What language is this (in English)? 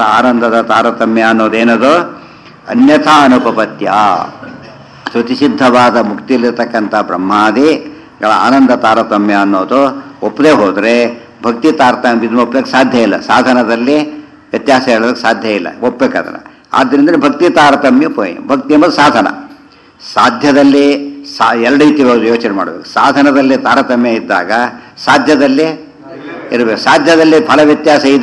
Kannada